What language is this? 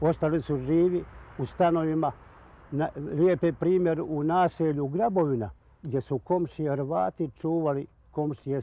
Bosnian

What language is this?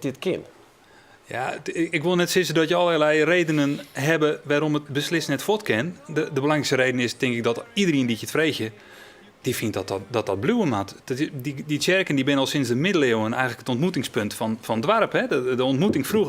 Western Frisian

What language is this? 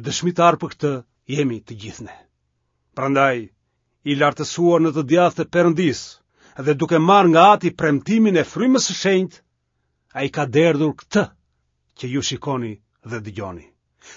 Albanian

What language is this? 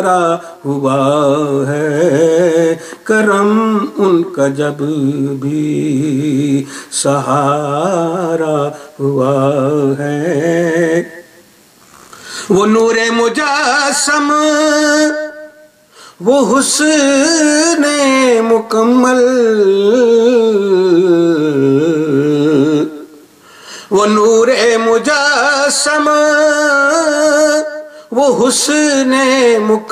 Urdu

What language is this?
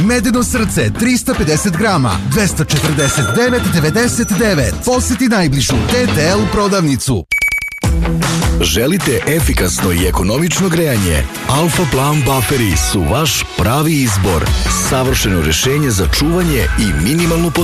Serbian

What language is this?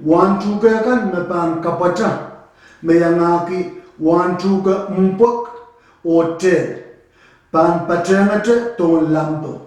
Pohnpeian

